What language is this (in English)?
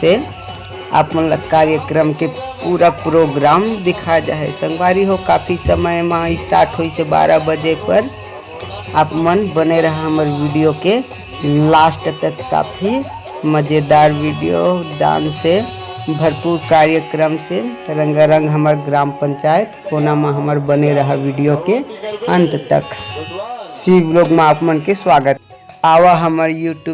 Chhattisgarhi